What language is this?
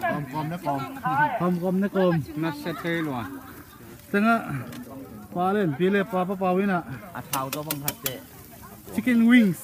Tedim Chin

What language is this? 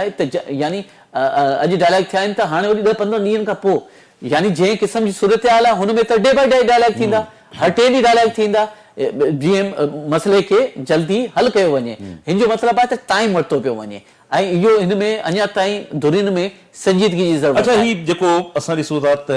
Sindhi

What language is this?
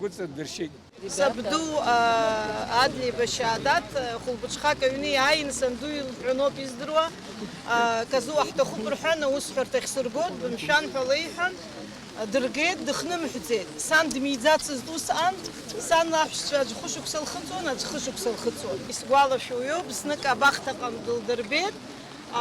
Abkhazian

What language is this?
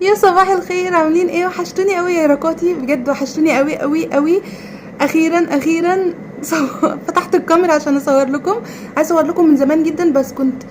Egyptian Arabic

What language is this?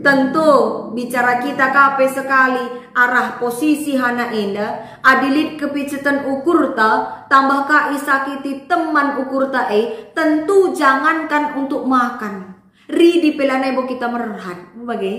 Batak Karo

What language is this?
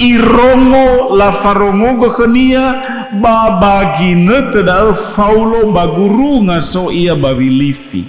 Nias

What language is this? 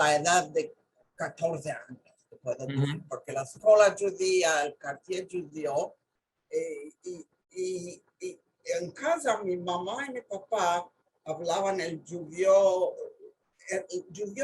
Ladino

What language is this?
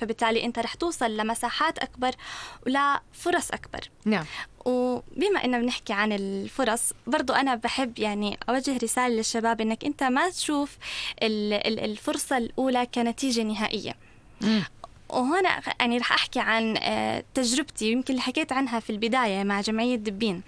North Levantine Arabic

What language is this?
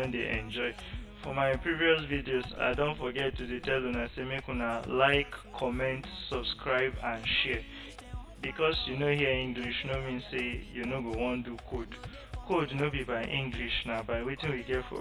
Nigerian Pidgin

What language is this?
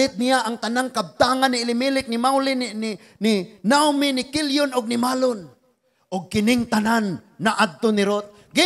Cebuano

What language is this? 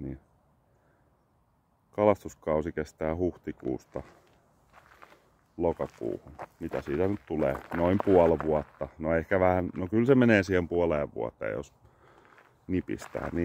Finnish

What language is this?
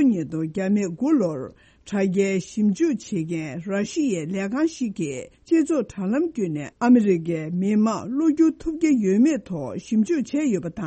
Tibetan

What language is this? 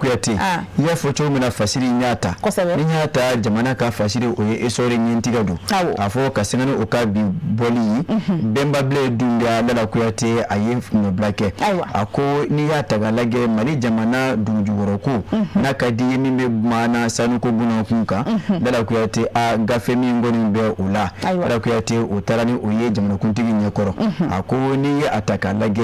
Bambara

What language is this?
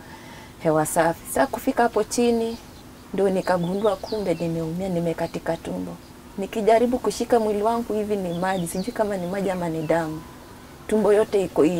Swahili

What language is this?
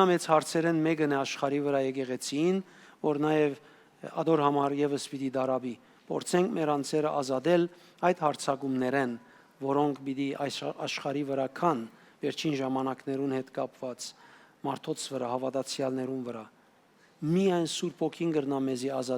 Western Armenian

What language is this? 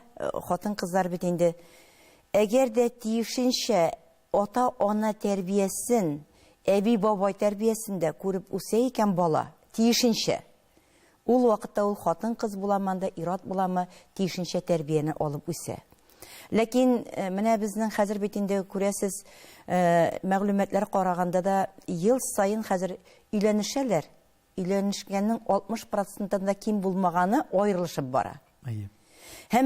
Tatar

